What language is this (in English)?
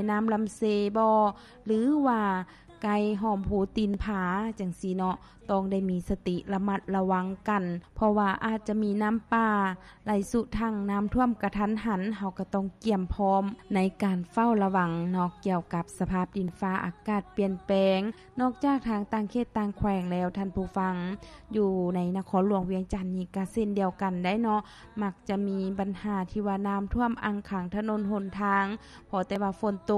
Lao